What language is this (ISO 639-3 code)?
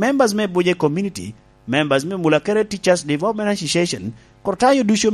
laj